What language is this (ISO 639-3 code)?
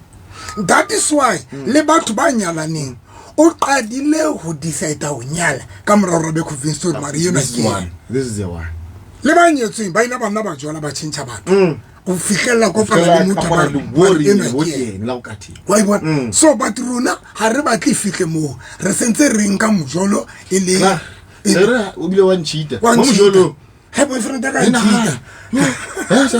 sot